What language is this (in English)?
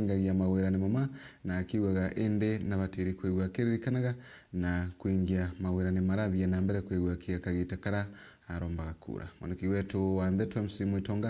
Meru